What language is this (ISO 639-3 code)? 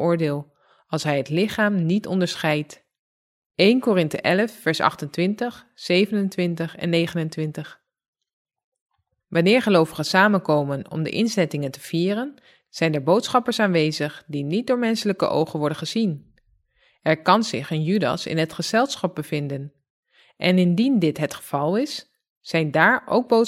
nld